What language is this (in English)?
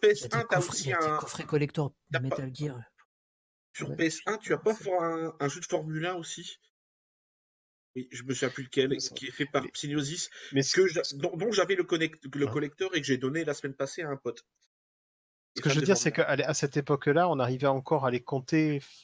French